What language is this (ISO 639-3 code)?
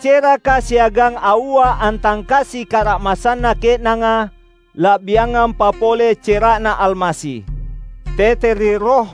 mak